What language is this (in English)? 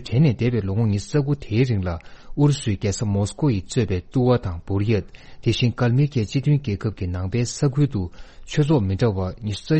Tibetan